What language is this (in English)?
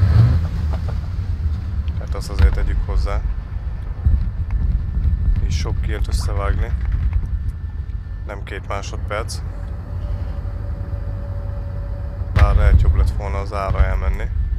Hungarian